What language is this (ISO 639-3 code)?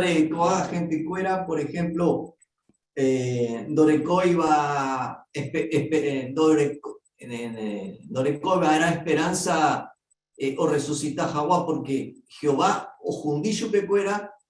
grn